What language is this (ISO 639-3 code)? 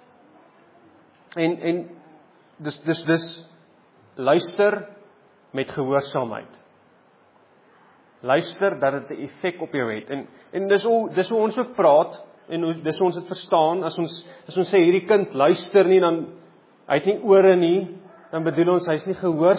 afr